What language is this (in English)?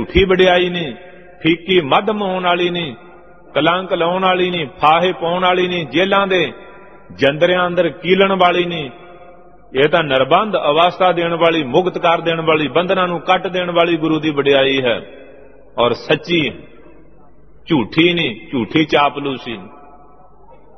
Punjabi